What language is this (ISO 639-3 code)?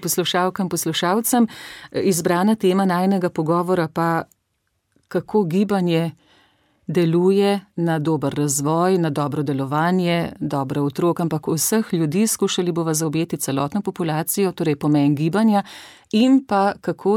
slv